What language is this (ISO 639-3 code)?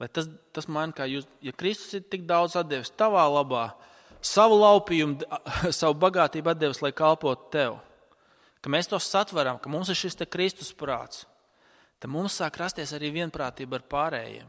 lav